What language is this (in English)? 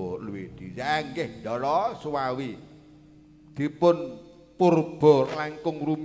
Javanese